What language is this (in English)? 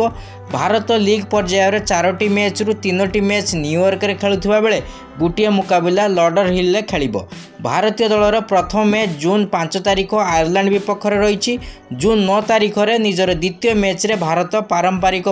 Odia